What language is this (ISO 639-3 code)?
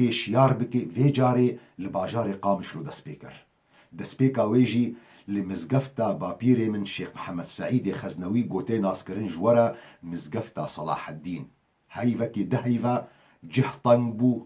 kur